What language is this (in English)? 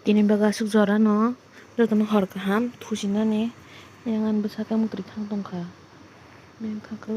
Kok Borok